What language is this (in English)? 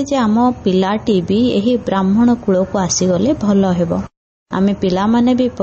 Odia